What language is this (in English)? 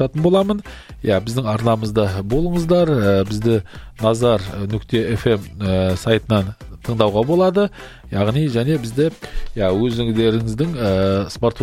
Kazakh